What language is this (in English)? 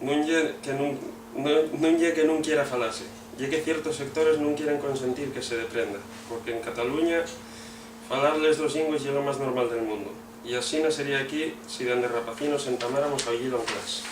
Asturian